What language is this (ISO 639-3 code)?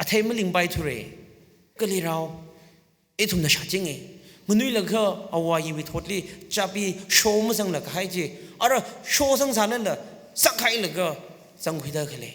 nmf